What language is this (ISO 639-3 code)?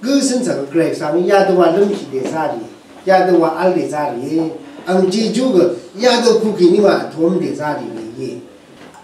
raw